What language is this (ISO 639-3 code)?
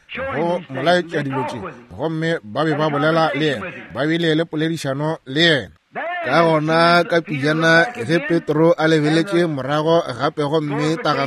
nso